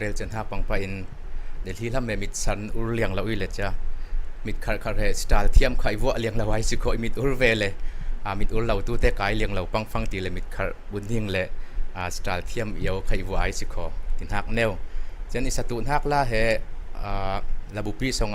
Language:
Falam Chin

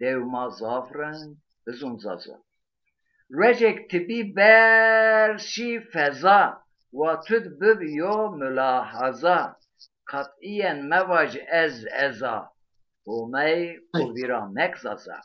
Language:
Zaza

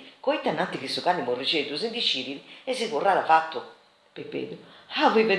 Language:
Sardinian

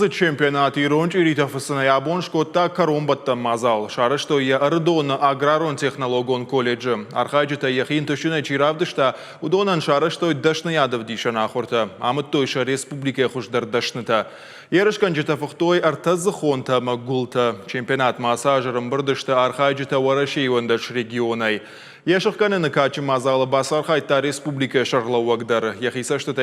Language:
Ossetic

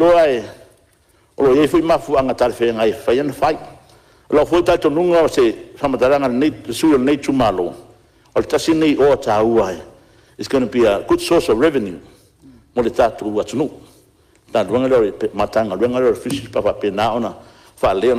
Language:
Samoan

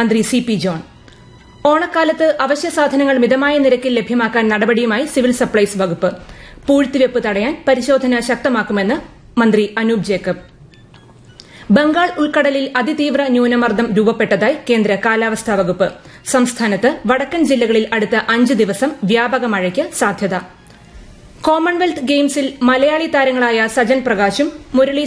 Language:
Malayalam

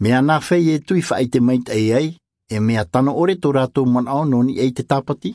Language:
Tahitian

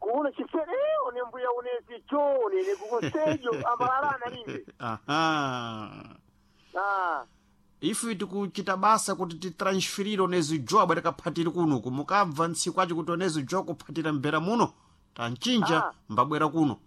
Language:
Sena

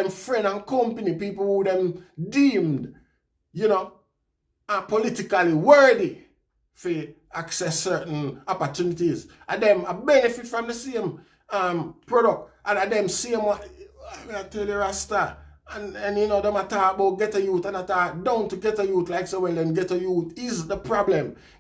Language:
Jamaican Creole English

